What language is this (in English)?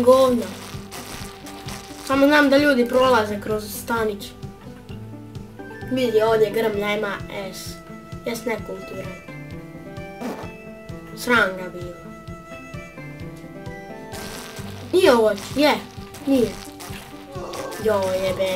Croatian